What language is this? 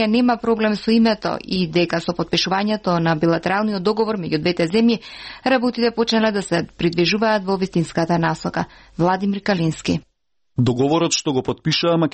Macedonian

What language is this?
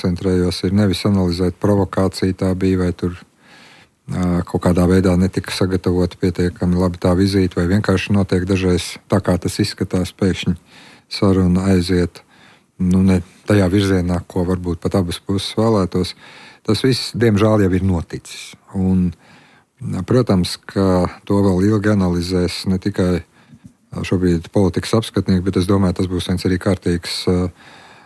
Latvian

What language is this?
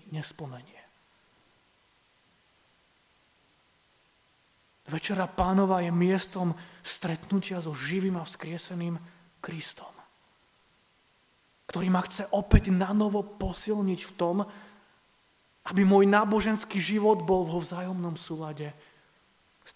Slovak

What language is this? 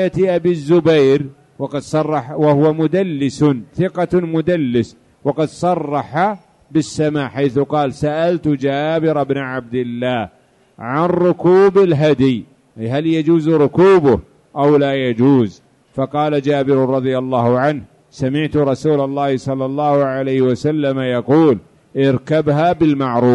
Arabic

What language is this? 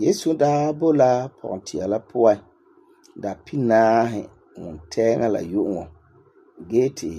Frafra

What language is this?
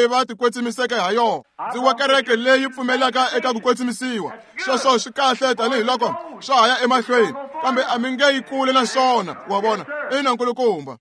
Tsonga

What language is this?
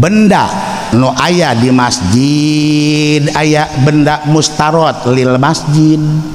Sundanese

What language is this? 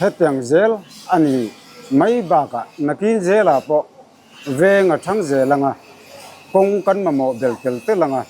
Mizo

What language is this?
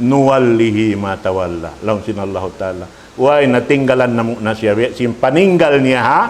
Tausug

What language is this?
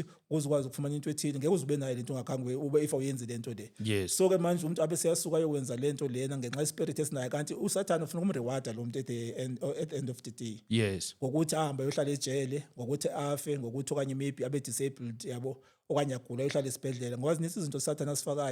Zulu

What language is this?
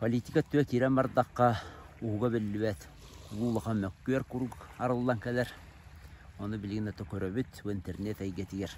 Yakut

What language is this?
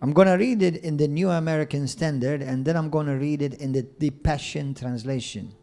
English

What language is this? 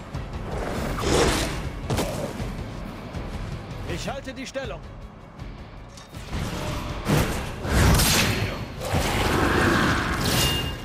German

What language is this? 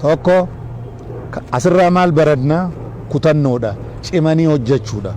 Oromo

